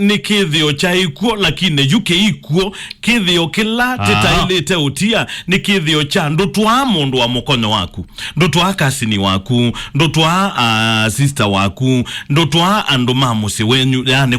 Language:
Kamba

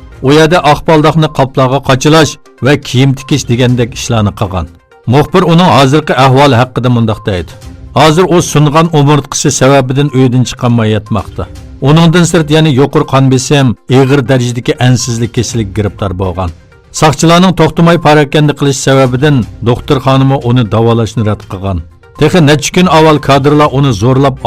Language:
Uyghur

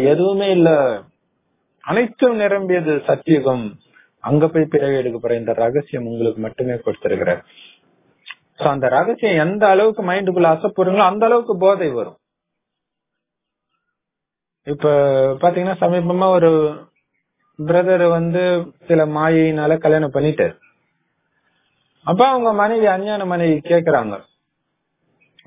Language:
Tamil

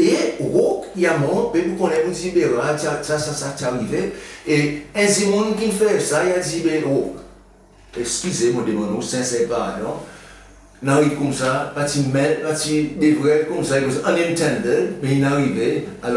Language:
Seselwa Creole French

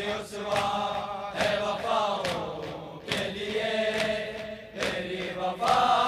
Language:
Urdu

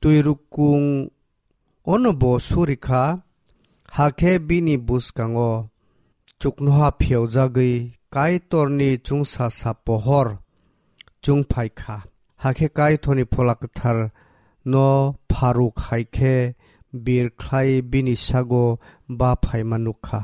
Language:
Kok Borok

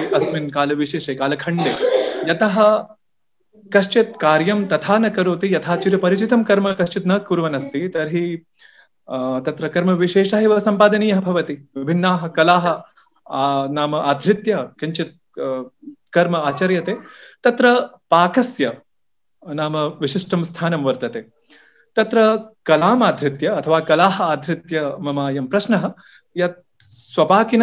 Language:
Sanskrit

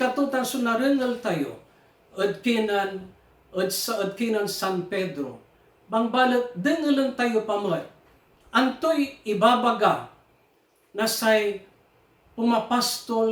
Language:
Pangasinan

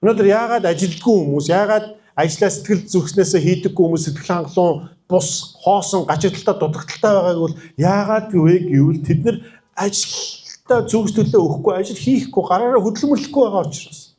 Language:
Mongolian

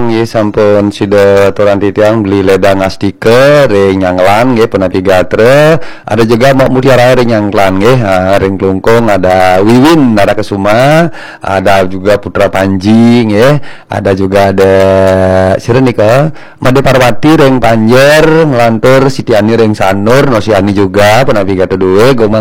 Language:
Balinese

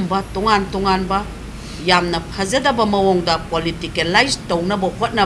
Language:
Manipuri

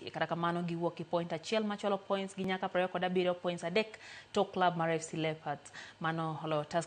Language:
Luo (Kenya and Tanzania)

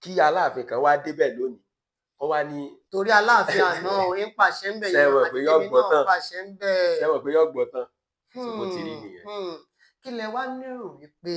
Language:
Yoruba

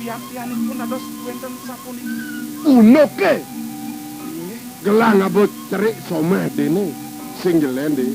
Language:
Balinese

